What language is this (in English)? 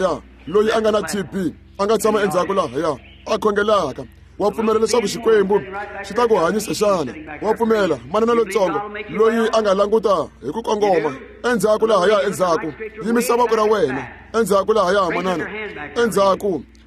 Tsonga